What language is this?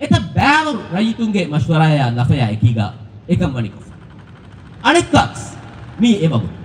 Divehi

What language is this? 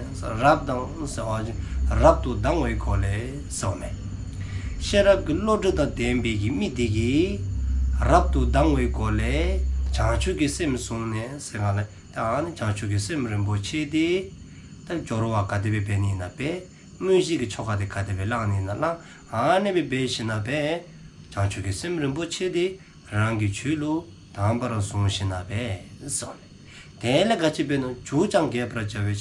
Dzongkha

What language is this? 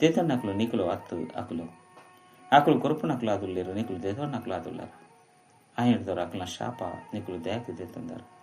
Tulu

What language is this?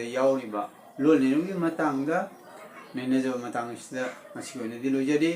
Manipuri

